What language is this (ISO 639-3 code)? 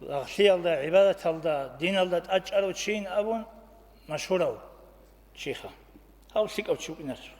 ava